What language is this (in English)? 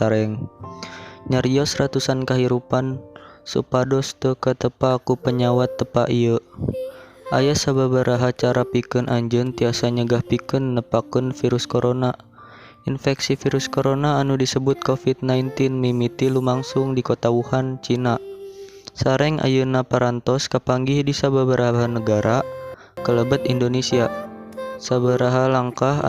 Sundanese